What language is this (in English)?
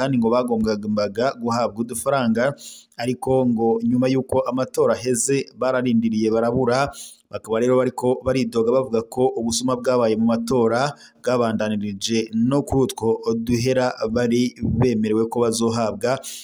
Rundi